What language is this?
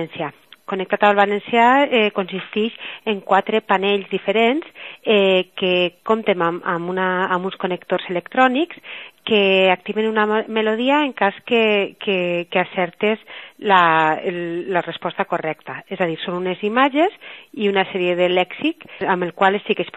Catalan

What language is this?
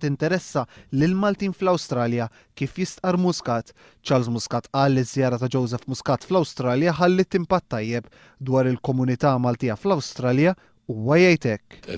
Maltese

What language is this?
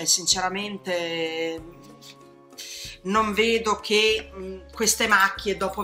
Italian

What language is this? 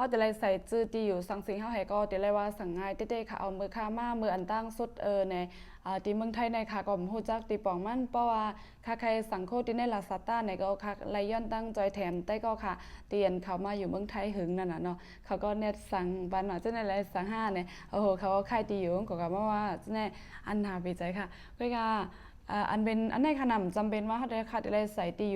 Shan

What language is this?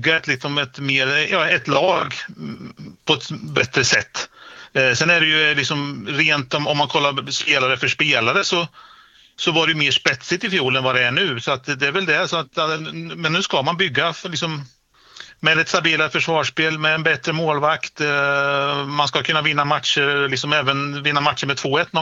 Swedish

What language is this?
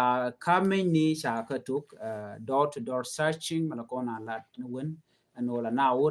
Nuer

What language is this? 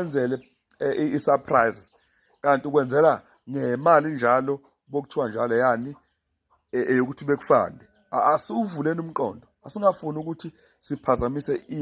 Zulu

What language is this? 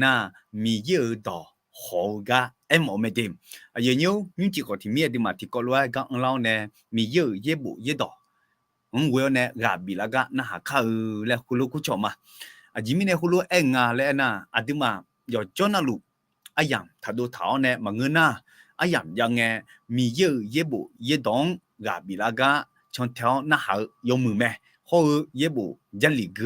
Akha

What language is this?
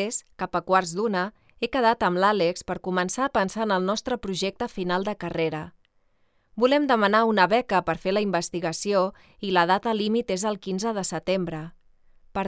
Catalan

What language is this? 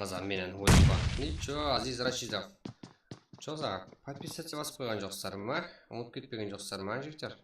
Kara-Kalpak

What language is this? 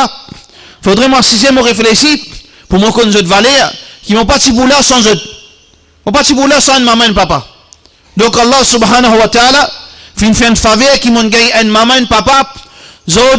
Morisyen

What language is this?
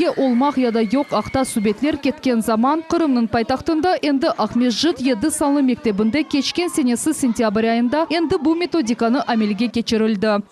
Crimean Tatar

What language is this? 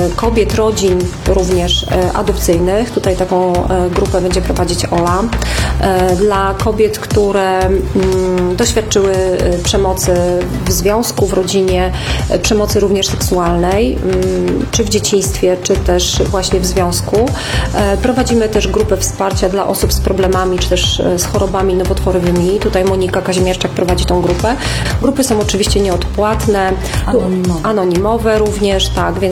Polish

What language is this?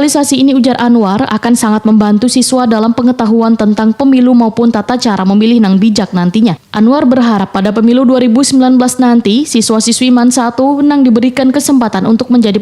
Banjar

